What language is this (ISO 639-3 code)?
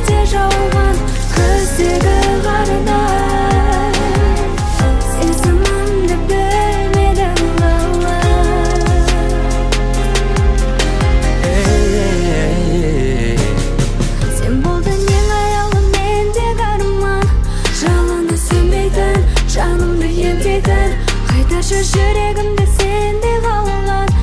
kaz